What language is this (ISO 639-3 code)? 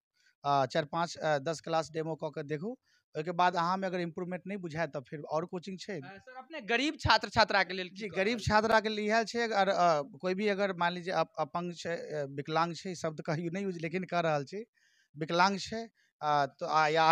mai